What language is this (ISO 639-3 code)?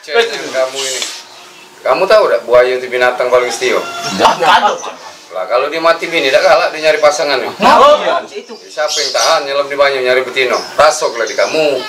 mui